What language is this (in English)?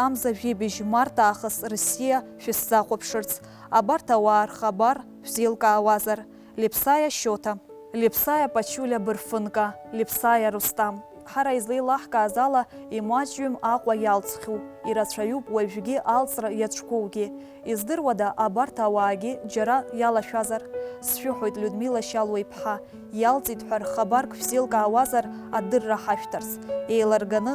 Abkhazian